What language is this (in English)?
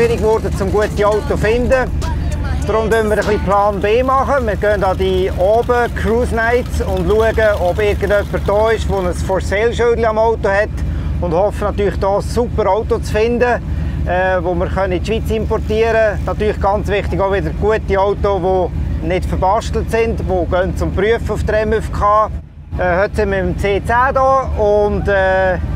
Swiss German